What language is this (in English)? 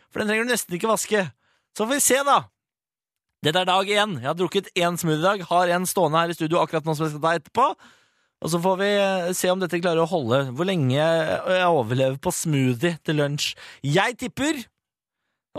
Norwegian